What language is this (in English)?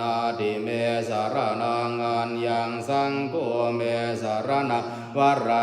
Pali